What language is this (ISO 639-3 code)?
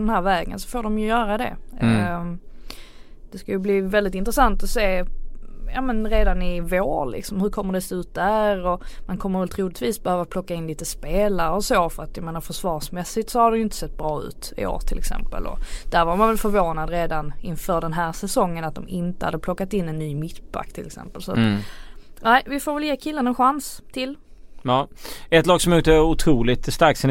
swe